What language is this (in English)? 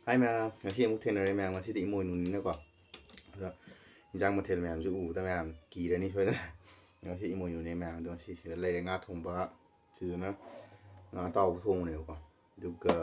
Manipuri